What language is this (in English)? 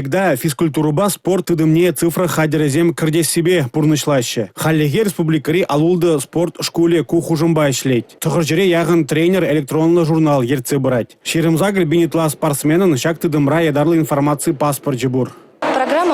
Chuvash